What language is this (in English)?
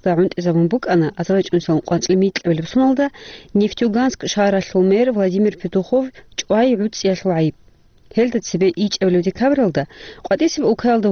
Avaric